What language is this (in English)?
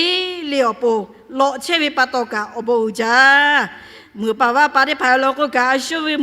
Lahu